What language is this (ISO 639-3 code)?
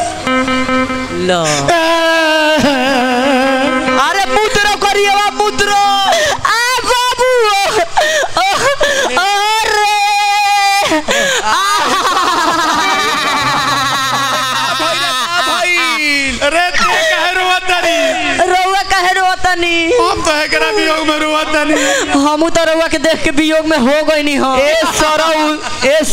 bho